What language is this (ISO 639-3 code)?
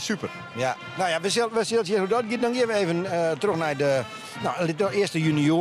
fry